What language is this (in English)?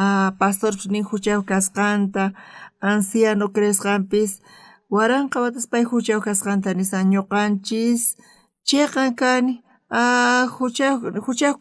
South Bolivian Quechua